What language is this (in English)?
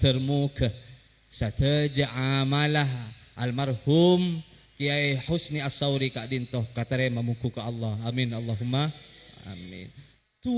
Madurese